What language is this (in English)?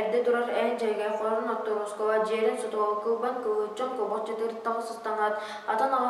Yakut